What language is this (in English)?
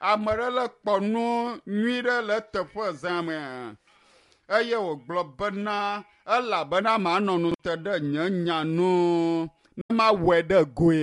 Ewe